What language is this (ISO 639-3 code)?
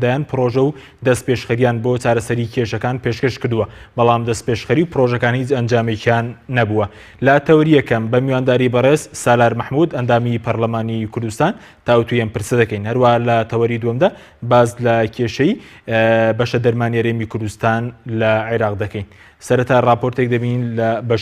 ckb